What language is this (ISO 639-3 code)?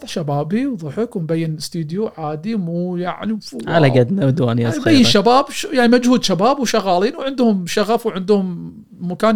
afb